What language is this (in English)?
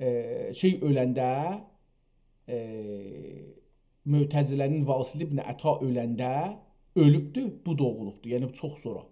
South Azerbaijani